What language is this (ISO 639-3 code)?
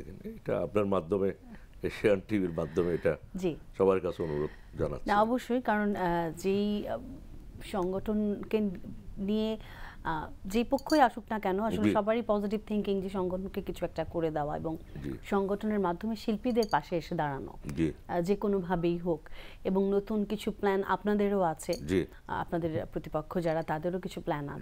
ben